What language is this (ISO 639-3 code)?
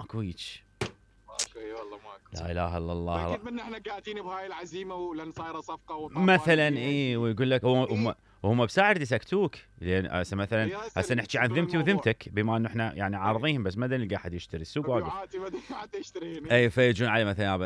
acm